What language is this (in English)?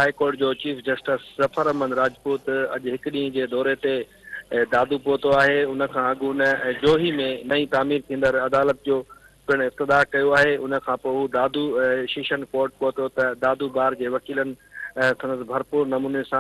Sindhi